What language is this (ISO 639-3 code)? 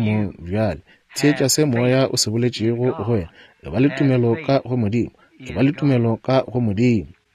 nso